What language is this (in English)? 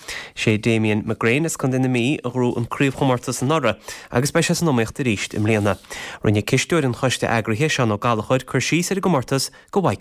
Irish